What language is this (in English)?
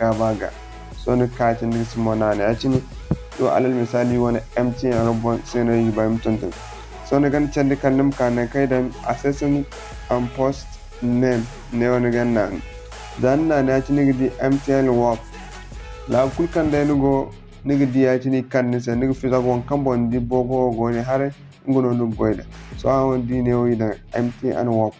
Zarma